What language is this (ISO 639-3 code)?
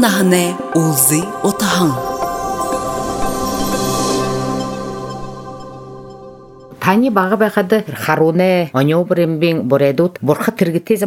bua